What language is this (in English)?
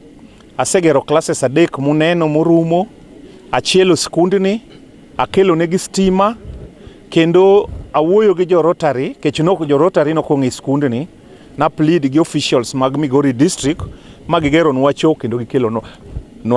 Luo (Kenya and Tanzania)